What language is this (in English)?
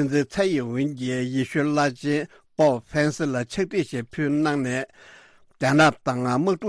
Tibetan